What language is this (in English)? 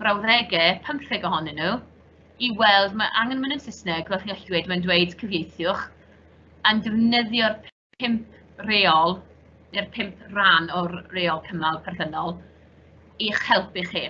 Welsh